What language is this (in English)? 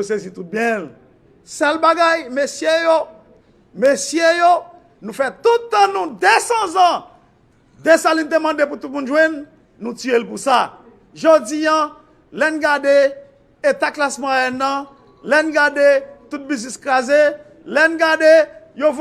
Haitian Creole